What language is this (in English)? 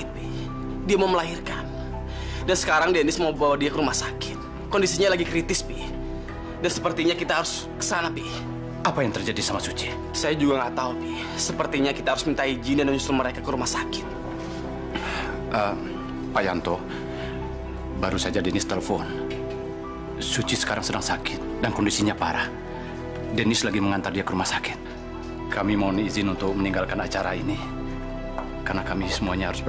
Indonesian